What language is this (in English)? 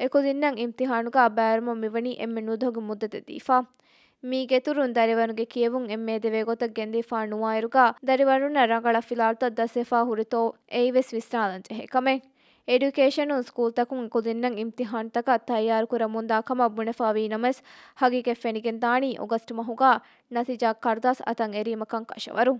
Divehi